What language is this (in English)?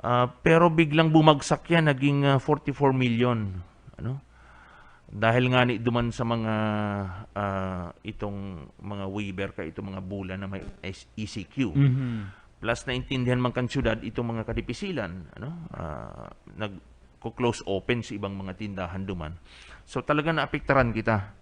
Bikol